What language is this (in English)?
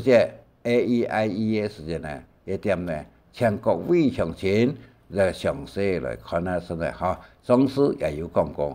Hakka Chinese